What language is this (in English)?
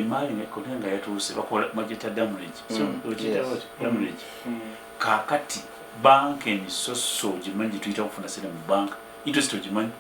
Ganda